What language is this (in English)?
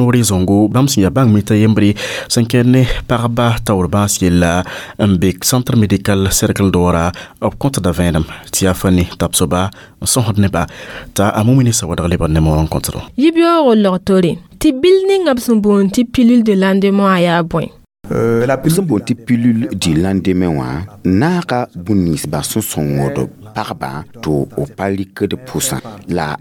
Mossi